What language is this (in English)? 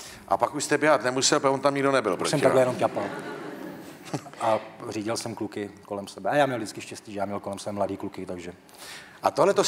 Czech